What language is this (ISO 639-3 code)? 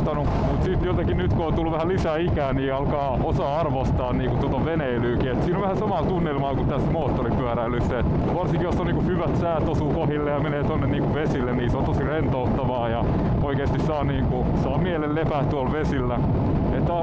fin